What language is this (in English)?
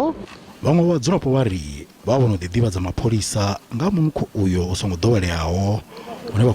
Venda